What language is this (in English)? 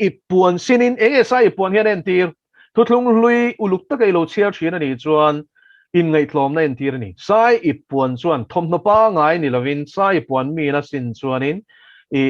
Mizo